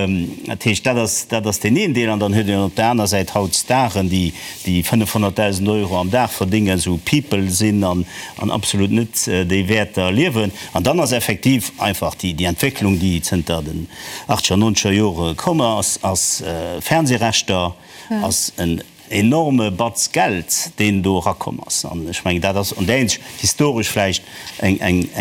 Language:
Luxembourgish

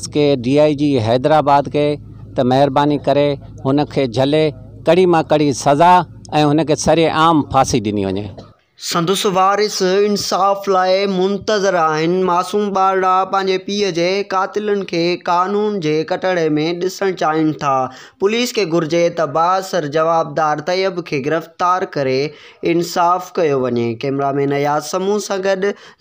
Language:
Sindhi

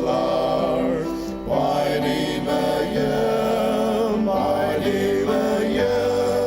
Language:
Ao Naga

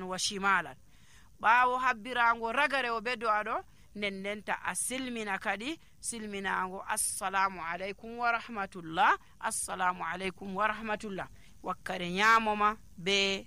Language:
Nigerian Fulfulde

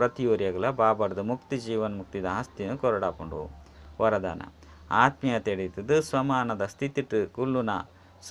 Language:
Tulu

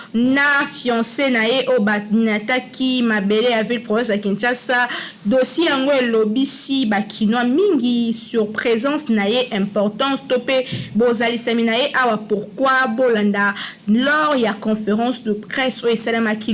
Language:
Lingala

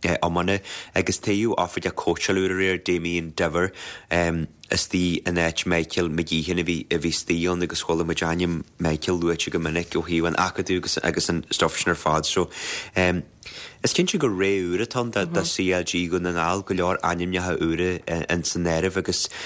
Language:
Irish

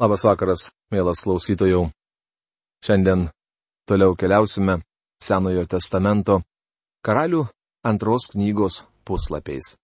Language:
Lithuanian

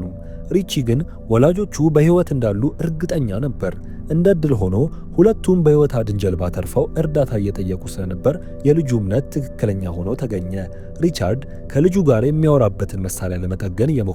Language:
Amharic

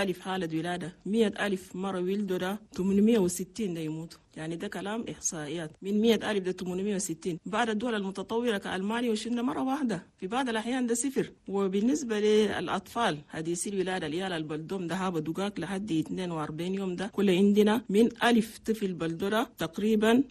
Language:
Chadian Arabic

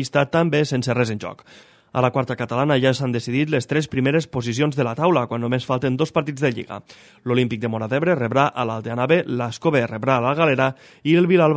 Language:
Catalan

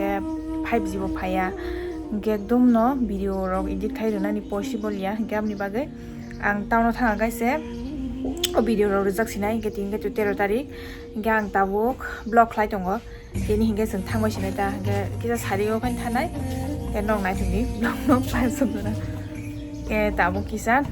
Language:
Kok Borok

